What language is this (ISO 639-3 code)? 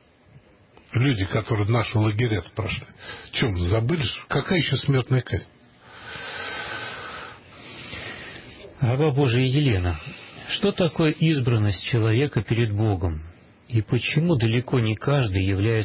rus